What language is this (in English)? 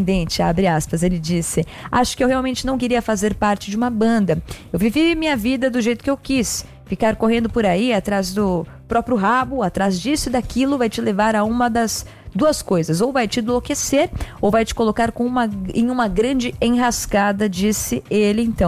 Portuguese